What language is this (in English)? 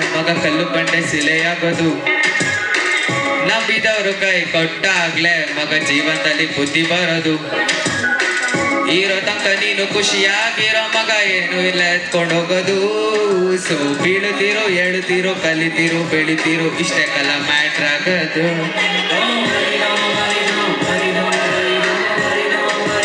Kannada